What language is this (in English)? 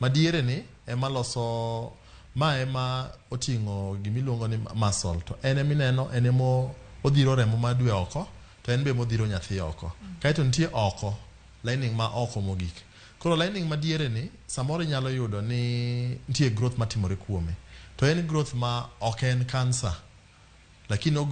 Luo (Kenya and Tanzania)